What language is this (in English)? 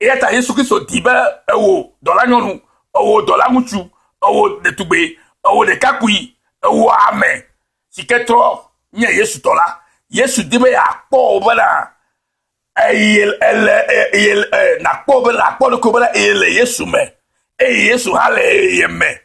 Ewe